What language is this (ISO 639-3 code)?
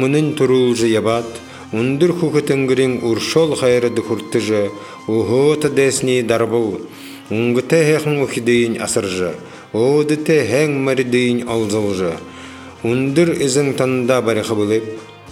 bua